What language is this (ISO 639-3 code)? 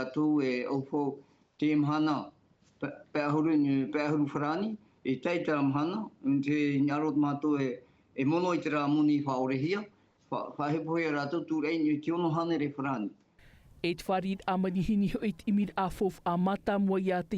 tah